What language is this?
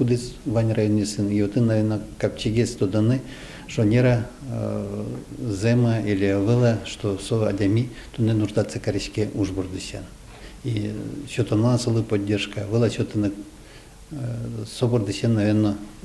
Udmurt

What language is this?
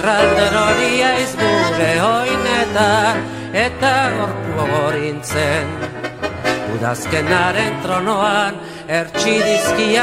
Basque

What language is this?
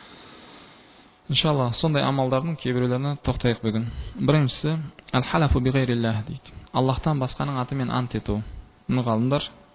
Kazakh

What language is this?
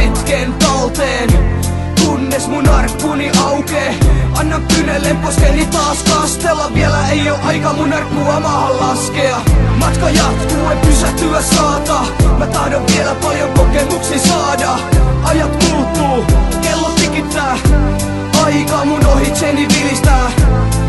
Finnish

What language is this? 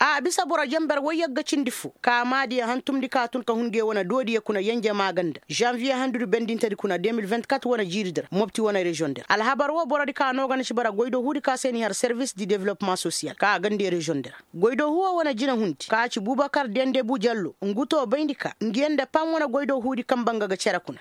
Koyraboro Senni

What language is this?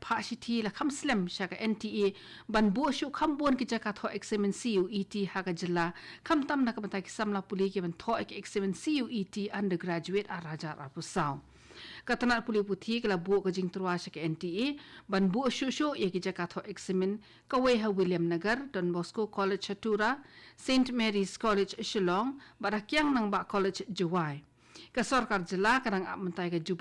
Khasi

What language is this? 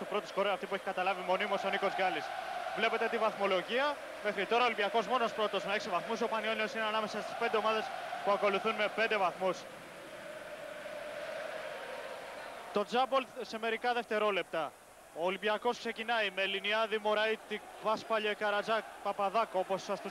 Greek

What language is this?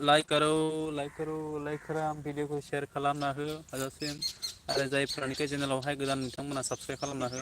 Bodo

